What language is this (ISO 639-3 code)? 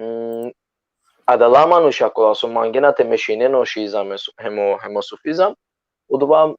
rmn